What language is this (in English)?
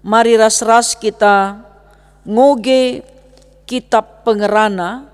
Batak Karo